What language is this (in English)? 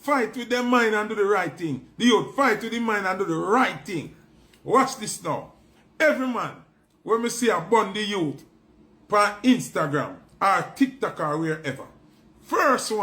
Jamaican Creole English